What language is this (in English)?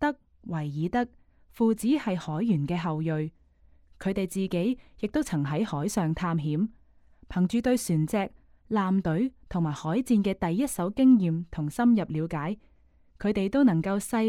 Cantonese